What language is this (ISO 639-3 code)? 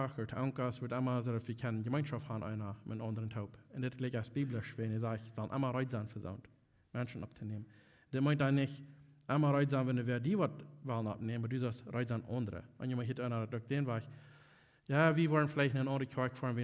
pdt